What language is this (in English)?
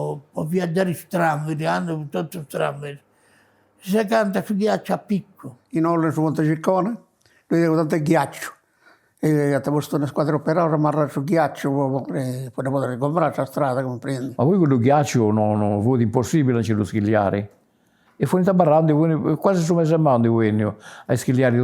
Sardinian